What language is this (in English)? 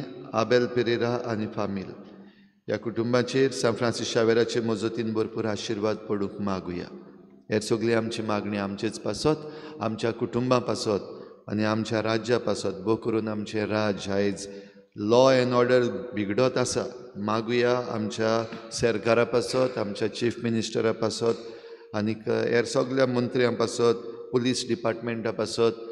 Konkani